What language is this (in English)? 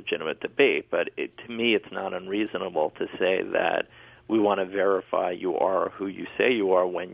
English